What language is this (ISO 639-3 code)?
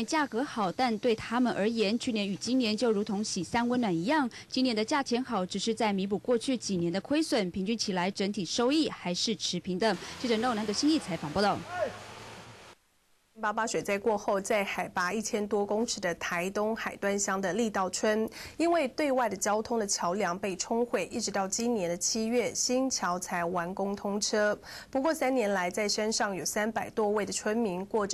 zho